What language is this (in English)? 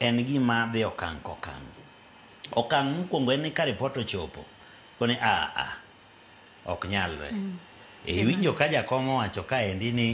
Luo (Kenya and Tanzania)